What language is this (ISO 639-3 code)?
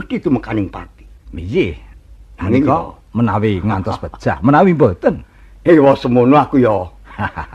jav